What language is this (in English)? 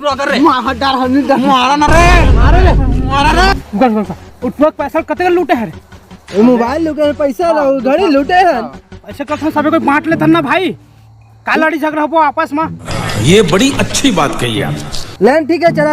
Chhattisgarhi